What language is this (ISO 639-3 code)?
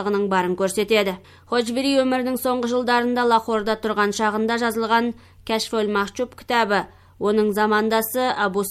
kaz